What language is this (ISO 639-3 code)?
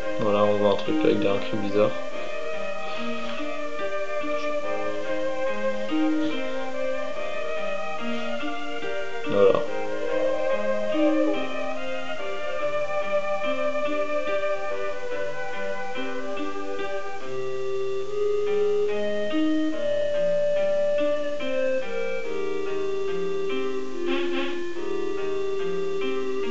fra